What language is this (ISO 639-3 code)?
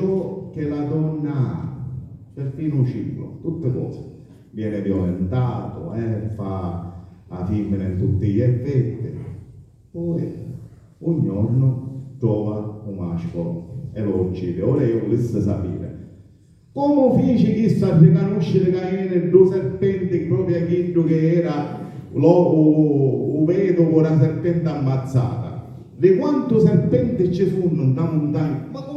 scn